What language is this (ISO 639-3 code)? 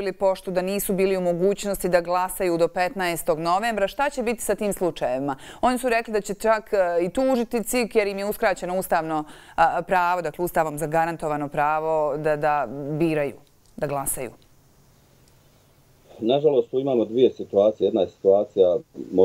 bos